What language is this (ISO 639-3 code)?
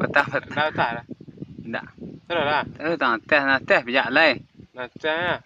min